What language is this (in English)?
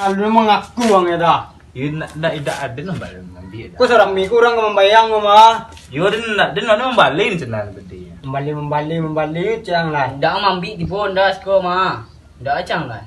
Minangkabau